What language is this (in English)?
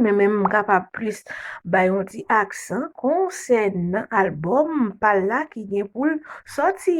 Haitian Creole